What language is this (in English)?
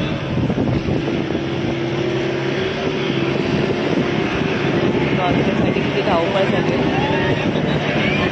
Marathi